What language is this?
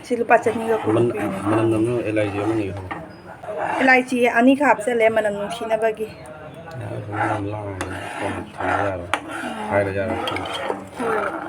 Manipuri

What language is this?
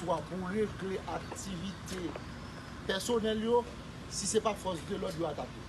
Haitian Creole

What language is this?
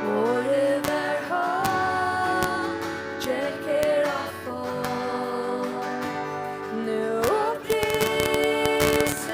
Faroese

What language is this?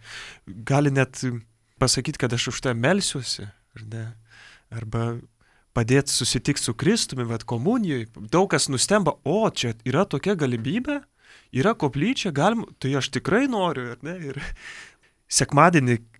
Lithuanian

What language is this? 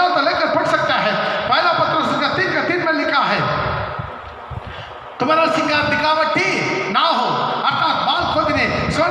Hindi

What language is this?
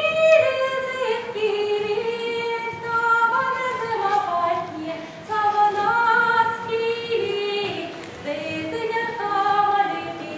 Chuvash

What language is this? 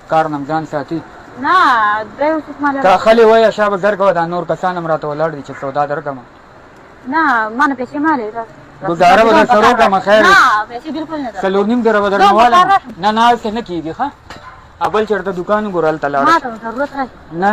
Pashto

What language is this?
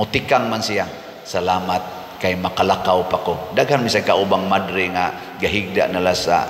Cebuano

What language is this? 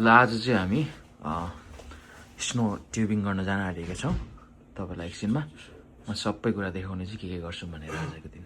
Nepali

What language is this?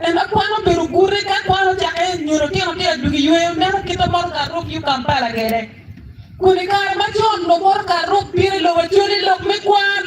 Acoli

